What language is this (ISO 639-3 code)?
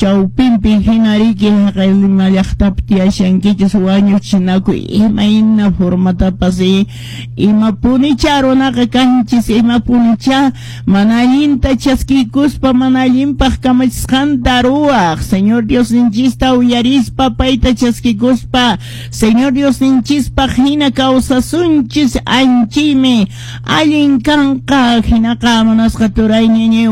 que